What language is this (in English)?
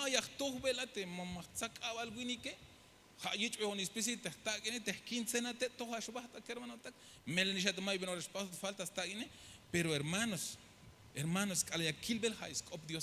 Tzeltal